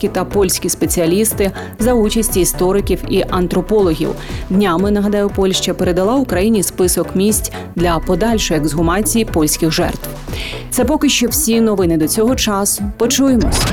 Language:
Ukrainian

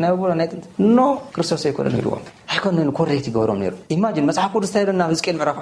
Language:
Tigrinya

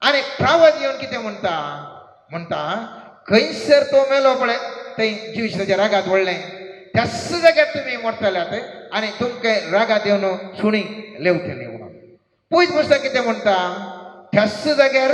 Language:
Konkani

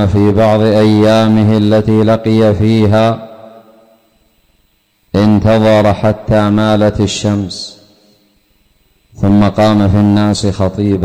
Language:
Arabic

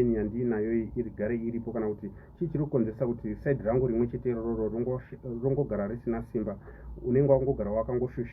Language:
Shona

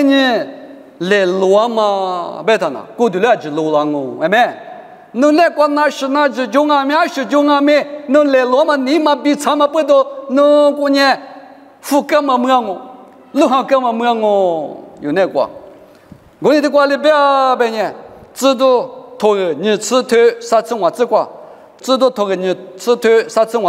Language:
Lisu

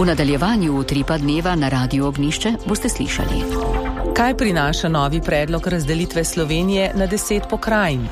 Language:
Slovenian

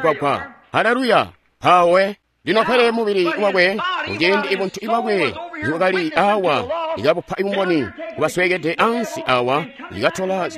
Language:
Tonga (Zambia)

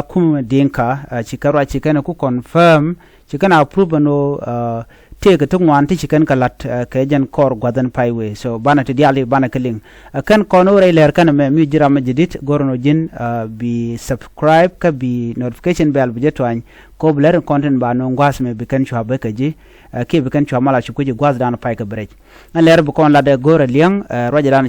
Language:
Nuer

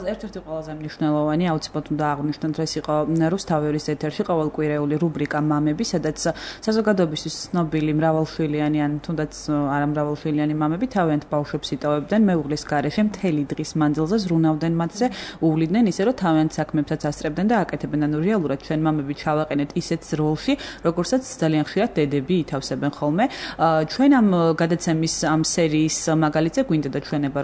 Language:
Georgian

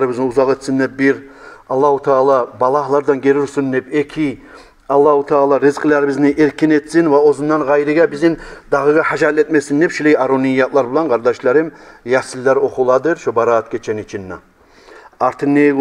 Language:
Kumyk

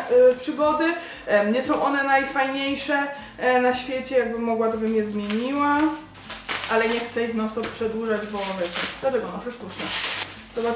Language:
Polish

